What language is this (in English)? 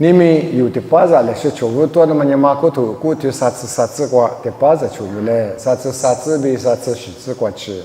Lisu